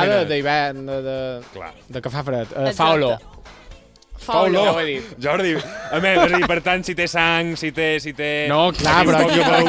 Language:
Catalan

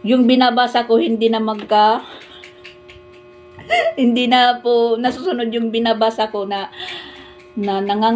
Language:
Filipino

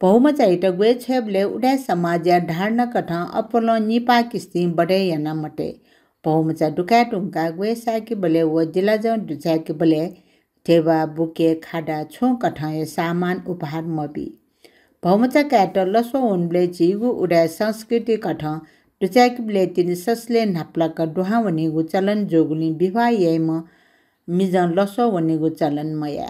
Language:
Newari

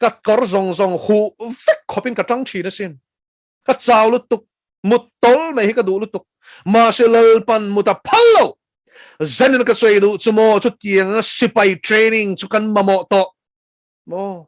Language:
Mizo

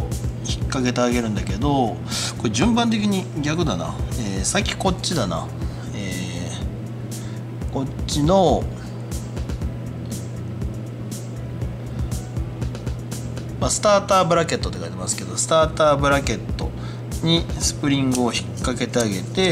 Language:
Japanese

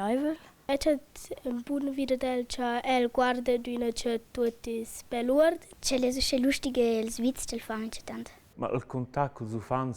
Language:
Romansh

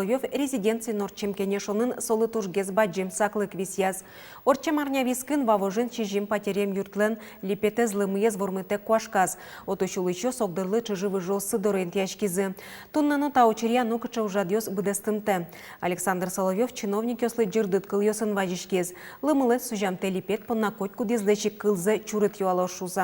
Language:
Udmurt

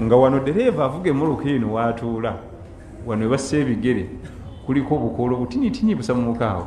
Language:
Ganda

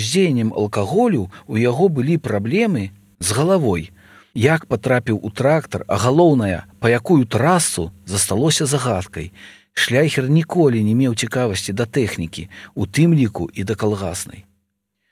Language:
Belarusian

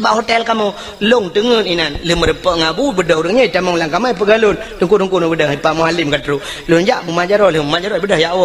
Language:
Achinese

